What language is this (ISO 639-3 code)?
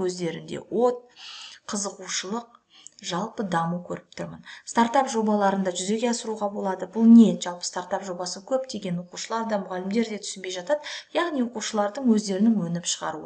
kaz